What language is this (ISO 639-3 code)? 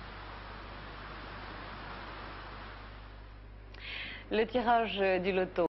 fra